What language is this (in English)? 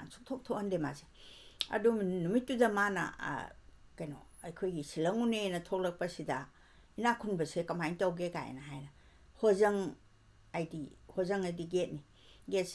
Manipuri